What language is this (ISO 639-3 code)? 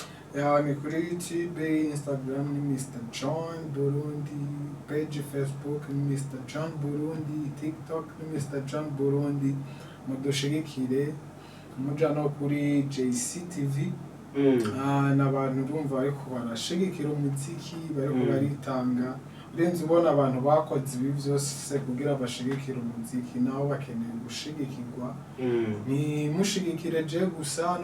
run